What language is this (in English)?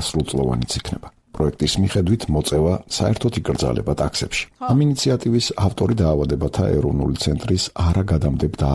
Georgian